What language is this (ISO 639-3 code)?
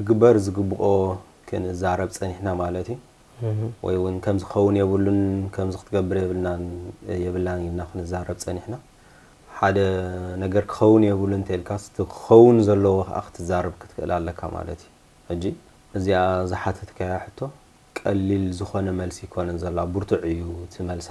tir